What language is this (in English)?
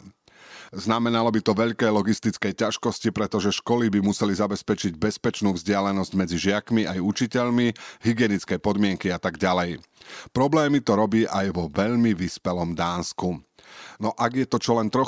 Slovak